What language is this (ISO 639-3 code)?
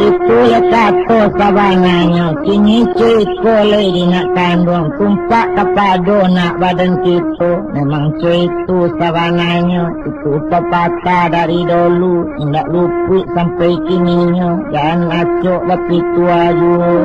min